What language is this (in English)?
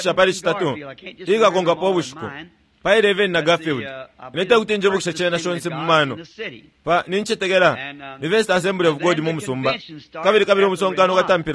Bemba